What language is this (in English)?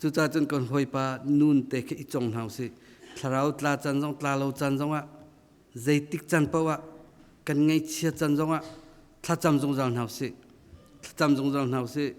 Hakha Chin